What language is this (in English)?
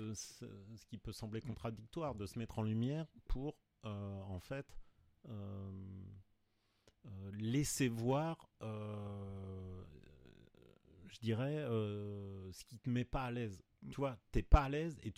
French